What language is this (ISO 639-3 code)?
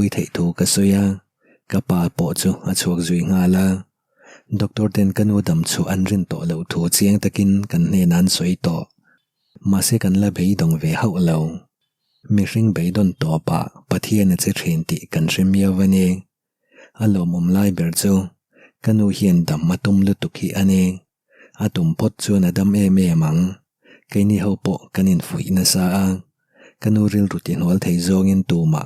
lus